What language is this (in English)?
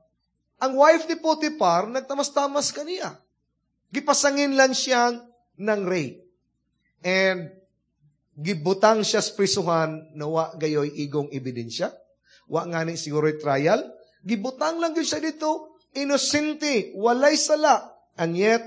Cebuano